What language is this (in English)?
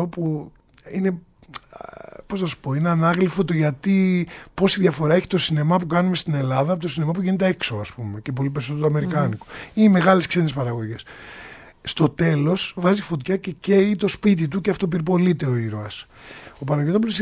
Greek